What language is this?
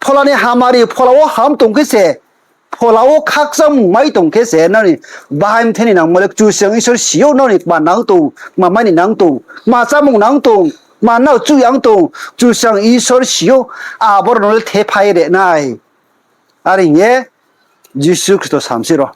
Riang (India)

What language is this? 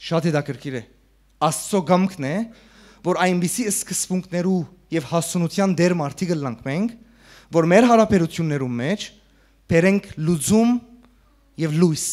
Western Armenian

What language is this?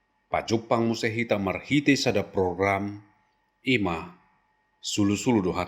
Batak Toba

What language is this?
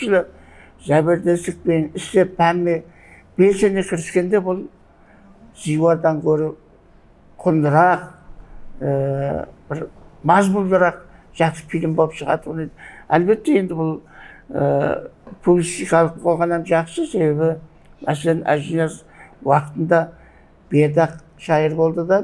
Kara-Kalpak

